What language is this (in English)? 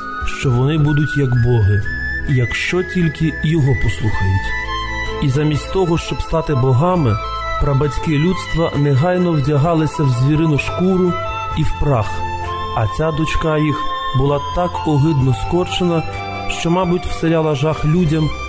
Ukrainian